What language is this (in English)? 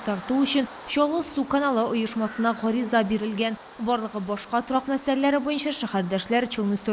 Tatar